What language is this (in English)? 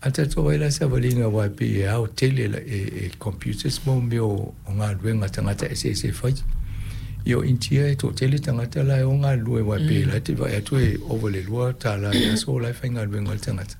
Samoan